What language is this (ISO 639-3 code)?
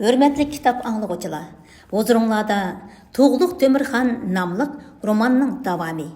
uig